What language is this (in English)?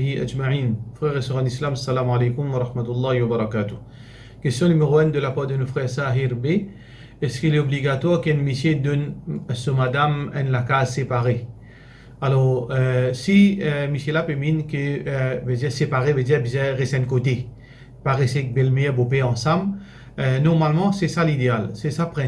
Morisyen